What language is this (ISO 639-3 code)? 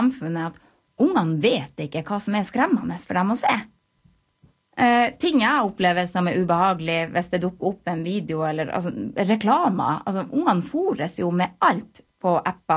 nor